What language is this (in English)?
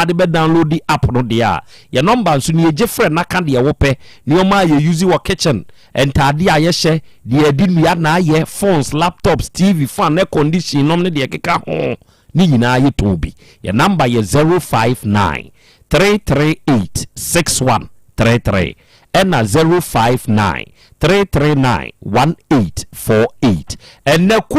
Akan